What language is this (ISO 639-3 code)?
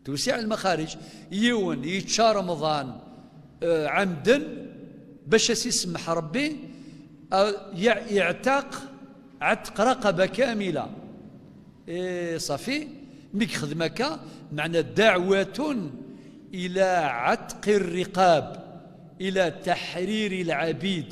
kab